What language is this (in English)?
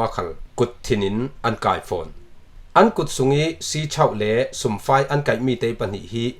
Falam Chin